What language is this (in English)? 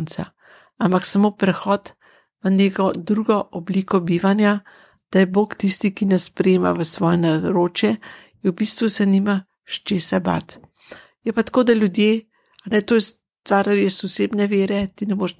Slovenian